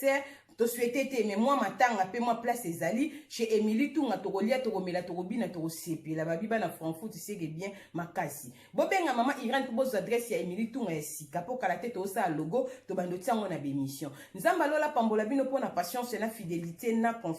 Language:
Lingala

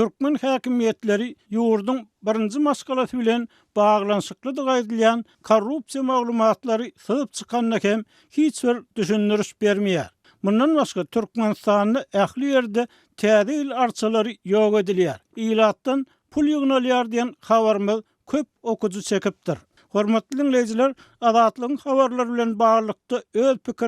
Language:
Turkmen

